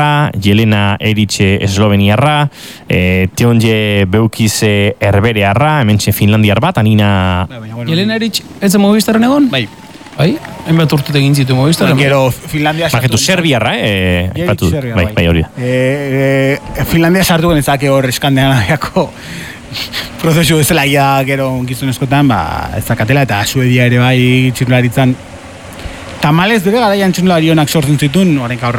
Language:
Basque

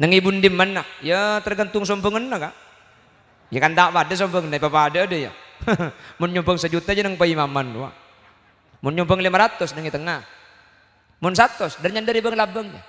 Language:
Madurese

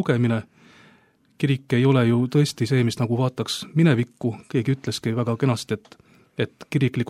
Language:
Estonian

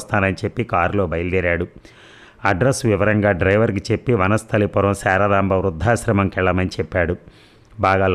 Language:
Telugu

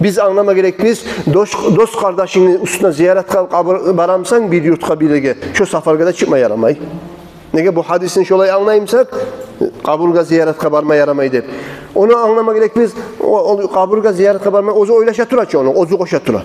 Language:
Kumyk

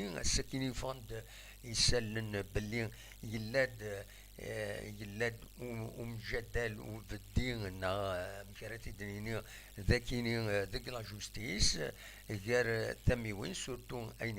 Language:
Kabyle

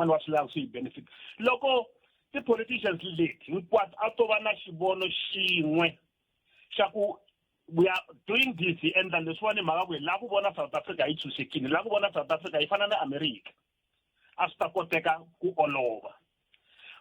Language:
Tsonga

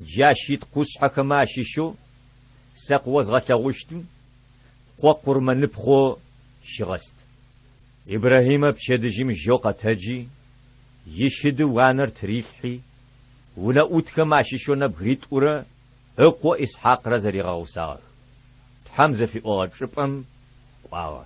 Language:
Adyghe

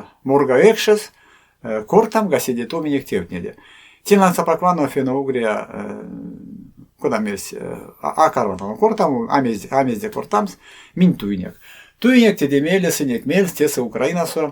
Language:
Erzya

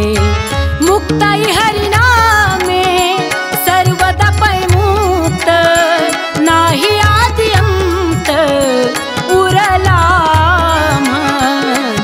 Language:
Marathi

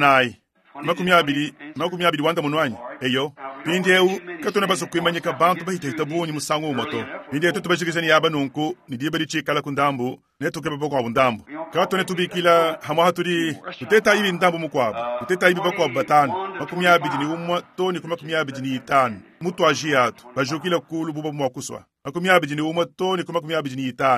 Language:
Luba-Lulua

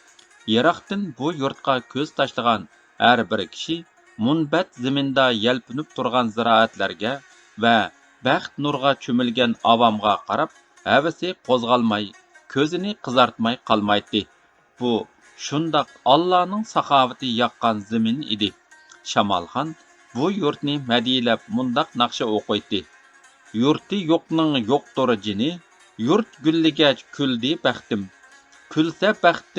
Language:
Uyghur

